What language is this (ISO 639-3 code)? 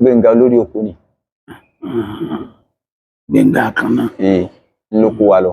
yor